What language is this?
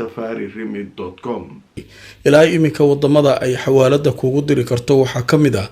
Somali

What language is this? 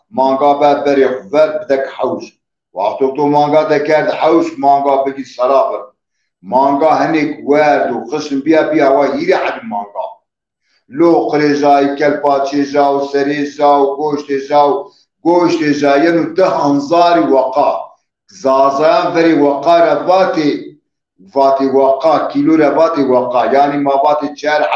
Zaza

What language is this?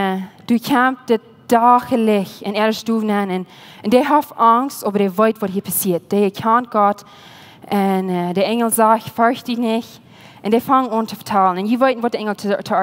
Plautdietsch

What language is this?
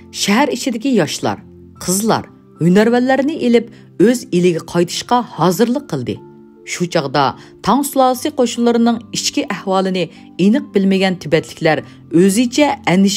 Uyghur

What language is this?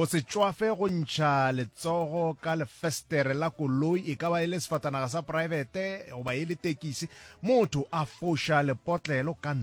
Northern Sotho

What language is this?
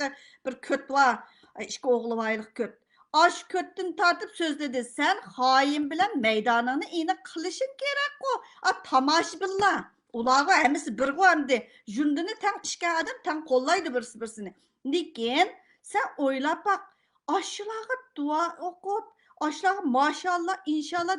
Uyghur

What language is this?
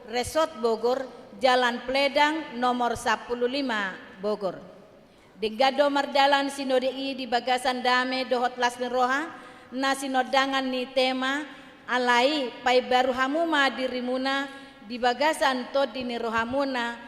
Batak Toba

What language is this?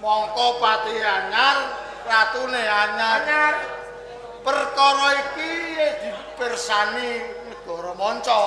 Javanese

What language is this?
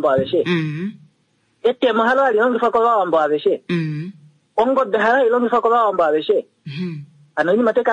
Kuanyama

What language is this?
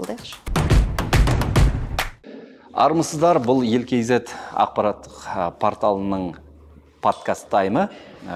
Kazakh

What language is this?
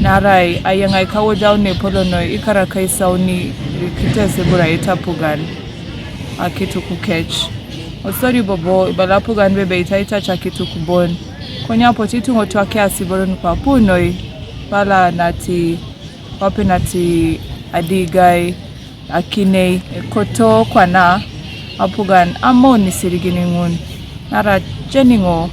Teso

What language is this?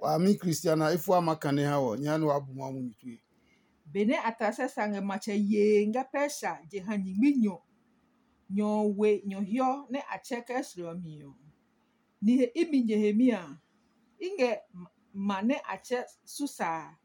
Adangme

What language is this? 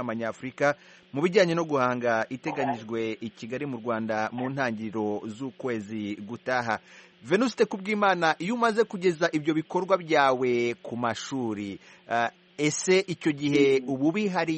Kinyarwanda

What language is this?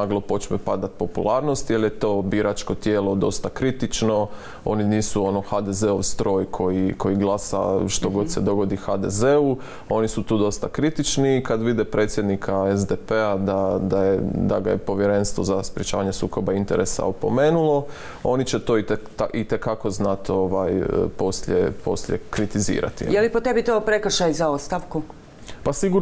Croatian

